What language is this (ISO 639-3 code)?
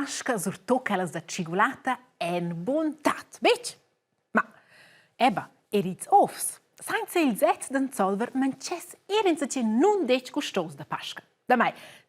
roh